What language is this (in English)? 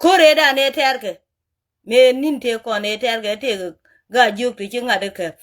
Nuer